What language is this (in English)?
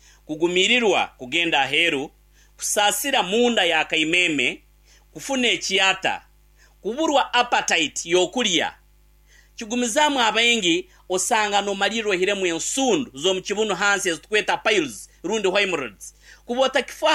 Nyankole